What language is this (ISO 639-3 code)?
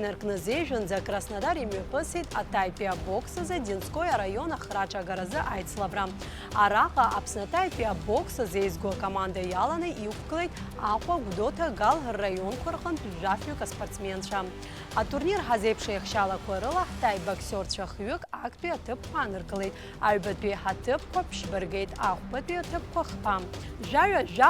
abk